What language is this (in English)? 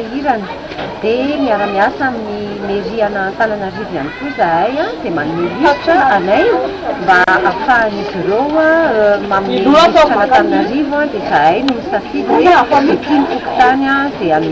Malagasy